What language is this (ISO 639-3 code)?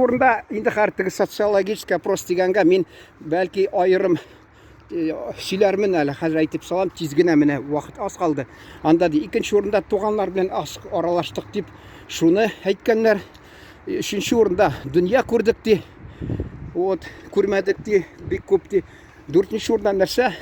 tat